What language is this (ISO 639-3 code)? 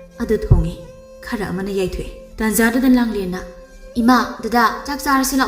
mni